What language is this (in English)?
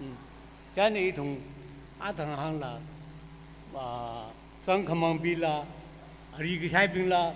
Tangkhul Naga (India)